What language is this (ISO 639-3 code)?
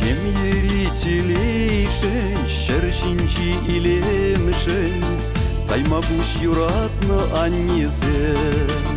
chv